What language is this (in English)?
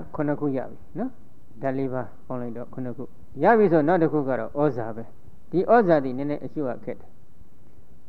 Burmese